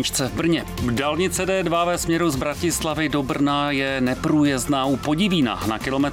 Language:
Czech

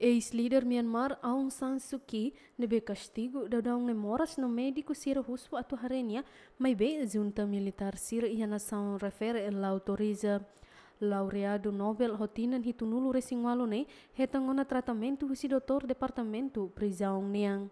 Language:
Tetum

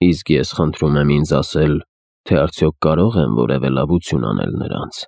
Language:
Armenian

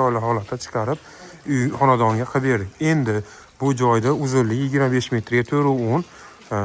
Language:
Uzbek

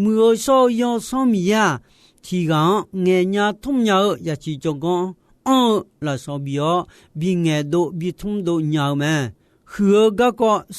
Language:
Akha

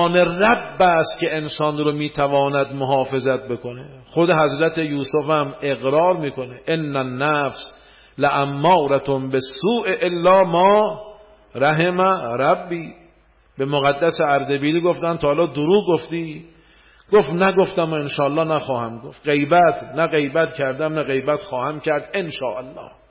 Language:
Persian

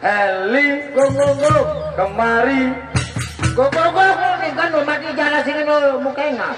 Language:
Sasak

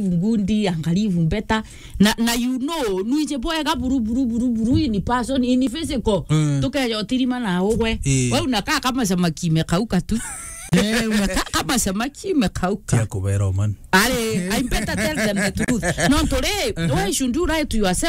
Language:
Meru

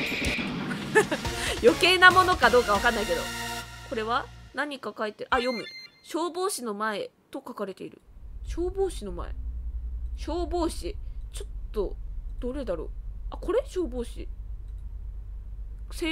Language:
Japanese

